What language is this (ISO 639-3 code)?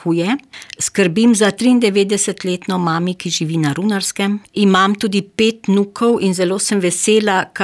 slv